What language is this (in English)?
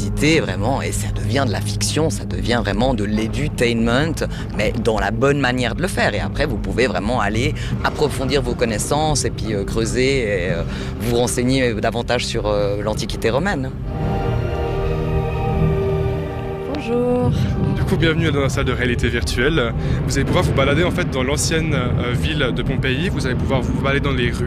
French